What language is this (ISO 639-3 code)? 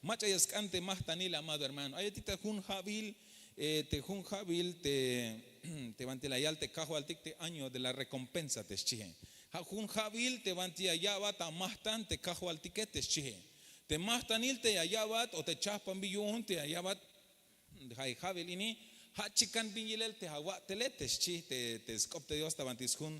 tzh